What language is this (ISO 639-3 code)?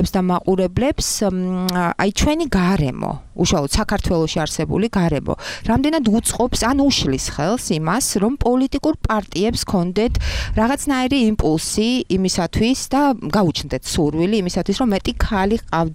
kat